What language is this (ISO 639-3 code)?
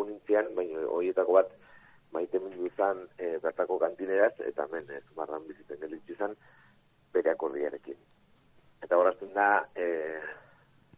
eus